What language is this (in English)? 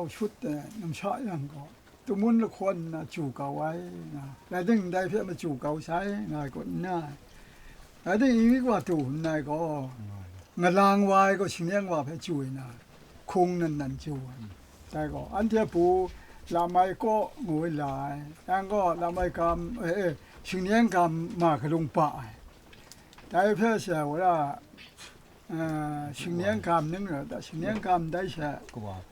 Kachin